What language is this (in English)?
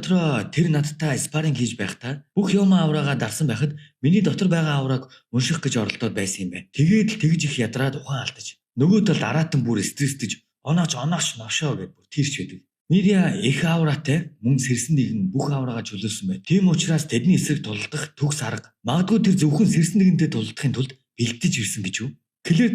Mongolian